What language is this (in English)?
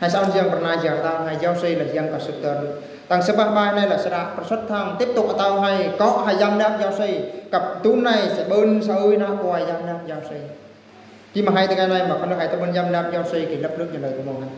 Eastern Bru